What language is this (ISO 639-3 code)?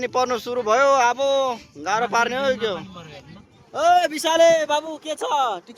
nep